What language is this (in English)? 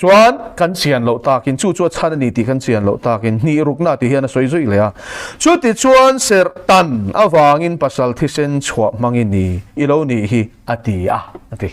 Mizo